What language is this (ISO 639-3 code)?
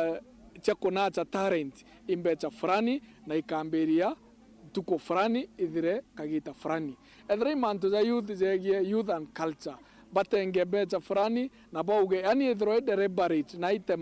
mer